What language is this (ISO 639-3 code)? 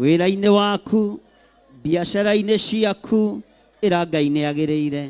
kik